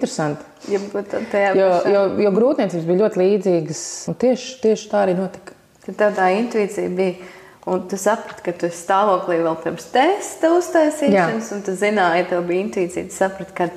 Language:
Latvian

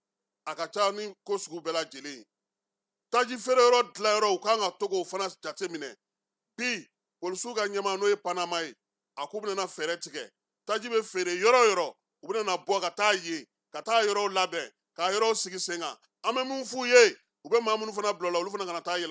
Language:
Bambara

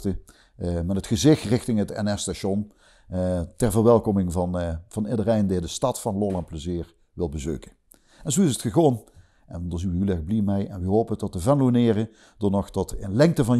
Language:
Limburgish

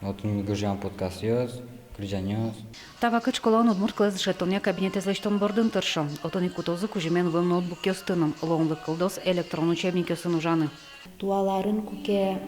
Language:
Udmurt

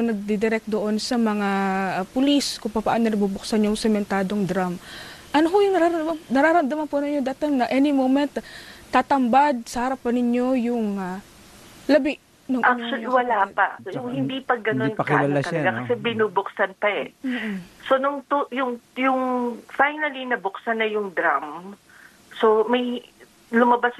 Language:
Filipino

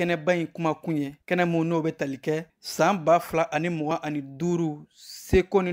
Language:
Bambara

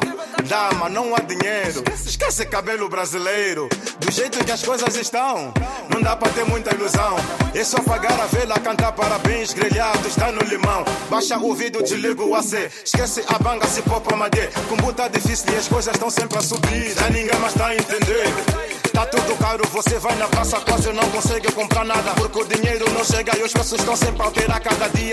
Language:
Portuguese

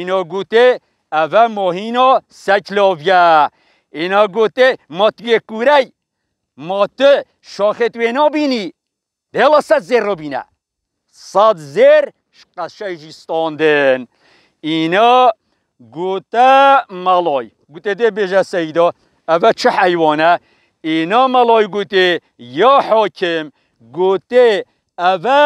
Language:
Kurdish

